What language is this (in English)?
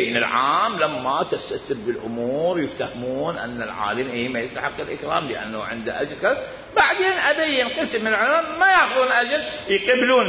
Mesopotamian Arabic